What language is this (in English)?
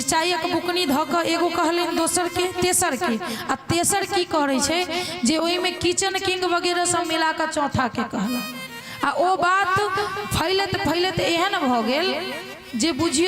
Maithili